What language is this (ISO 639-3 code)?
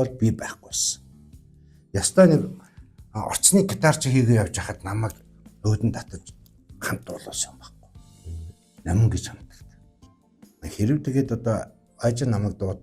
mon